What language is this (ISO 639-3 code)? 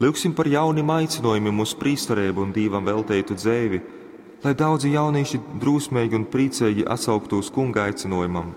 ltg